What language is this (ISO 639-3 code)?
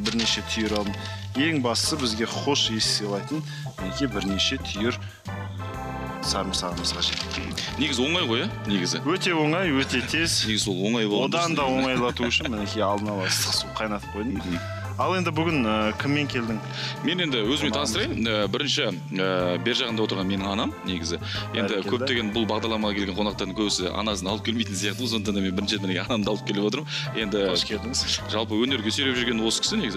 kaz